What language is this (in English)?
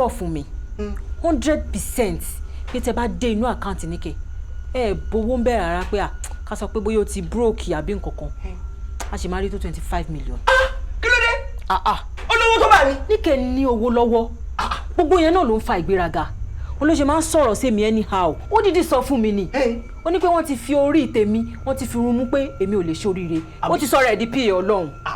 Yoruba